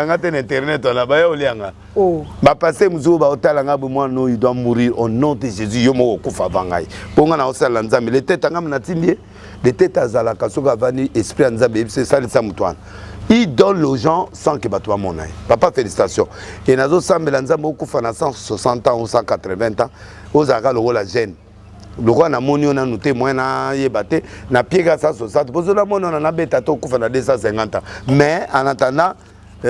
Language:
Lingala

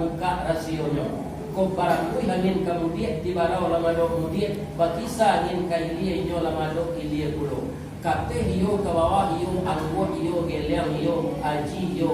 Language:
Minangkabau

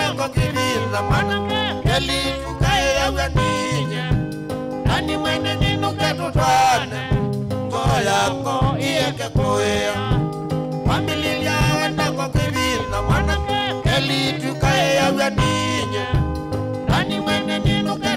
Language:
Kamba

